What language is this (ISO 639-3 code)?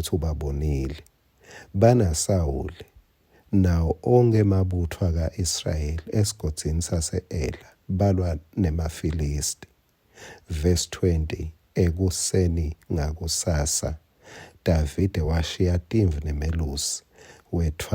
ssw